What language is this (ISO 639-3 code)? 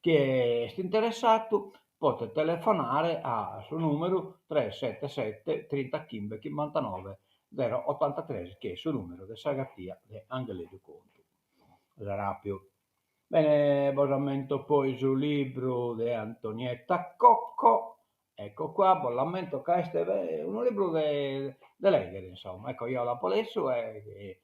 srd